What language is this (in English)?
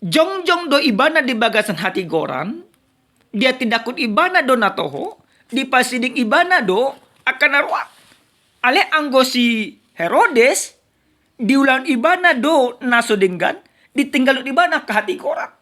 Batak Toba